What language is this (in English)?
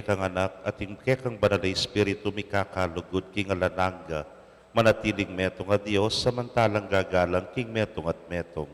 Pampanga